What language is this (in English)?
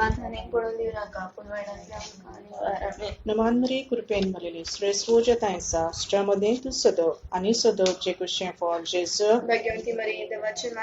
Konkani